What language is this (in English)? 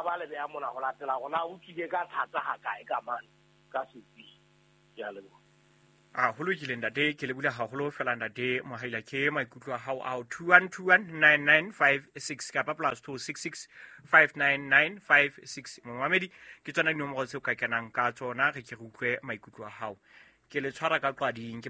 Southern Sotho